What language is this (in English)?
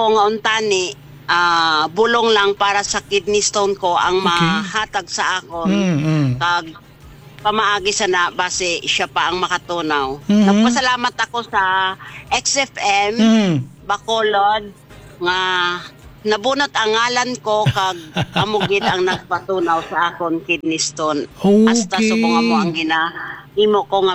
Hiligaynon